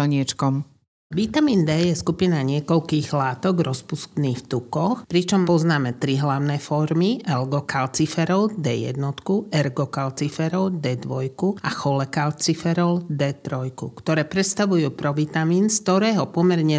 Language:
Slovak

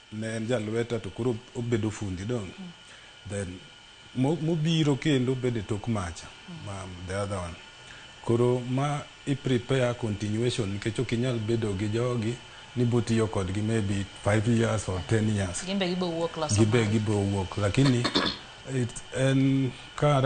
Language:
Luo (Kenya and Tanzania)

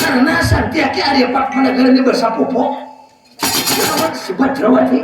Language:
Banjar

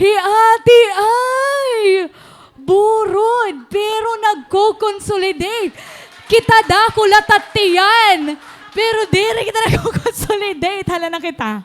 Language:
Waray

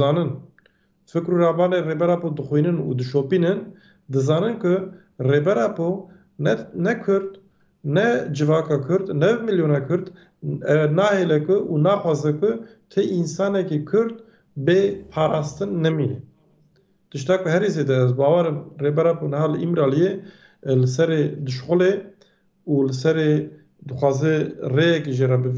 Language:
Kurdish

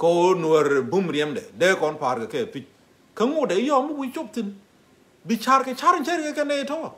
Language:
Nuer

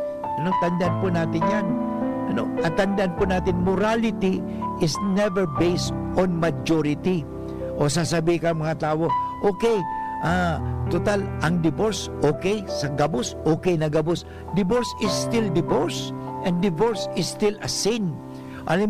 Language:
Bikol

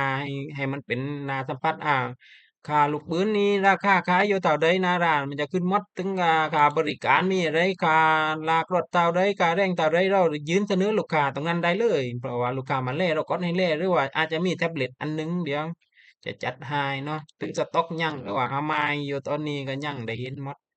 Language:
Lao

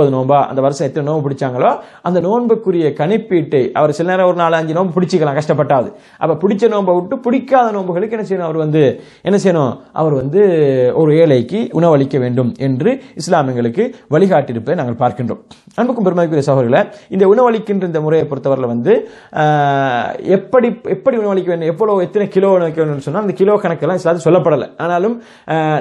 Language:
Tamil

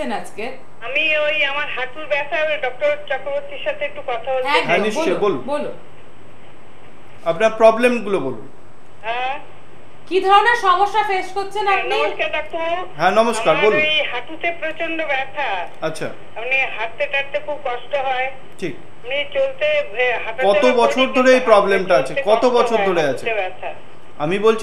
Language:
Bangla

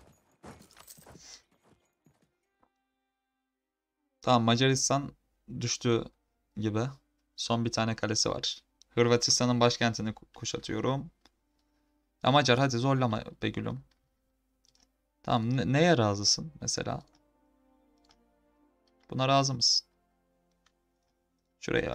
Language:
Turkish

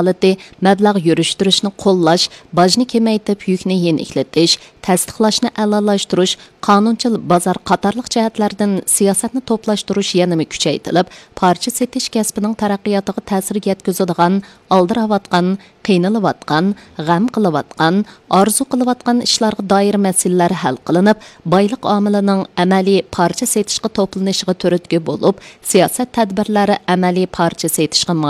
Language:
Uyghur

